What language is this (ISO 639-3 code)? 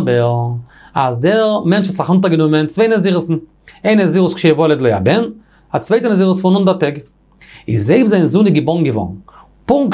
yid